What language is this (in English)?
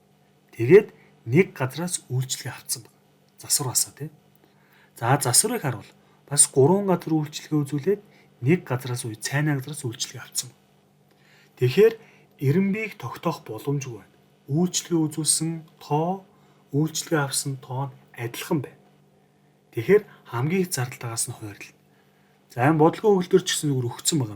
Mongolian